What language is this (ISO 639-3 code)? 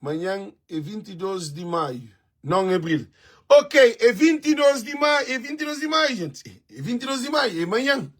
kea